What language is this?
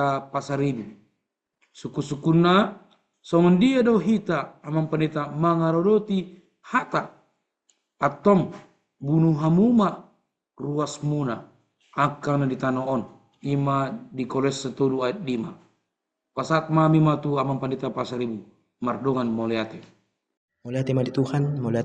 Batak Toba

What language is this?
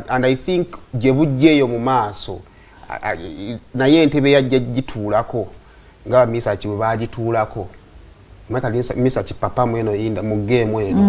Ganda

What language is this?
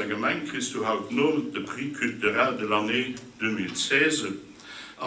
Luxembourgish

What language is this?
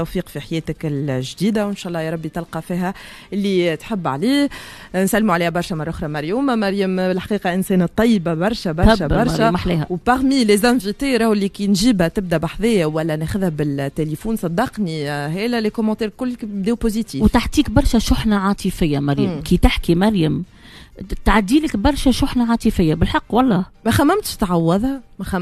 Tunisian Arabic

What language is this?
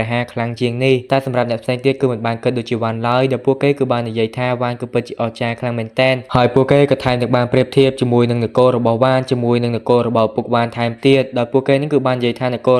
Khmer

